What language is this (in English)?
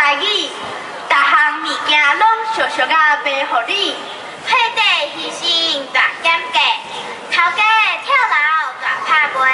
Min Nan Chinese